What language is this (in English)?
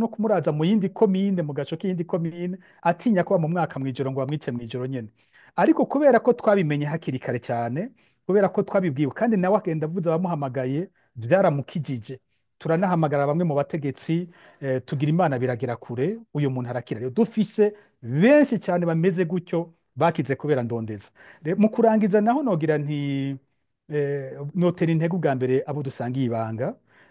Rundi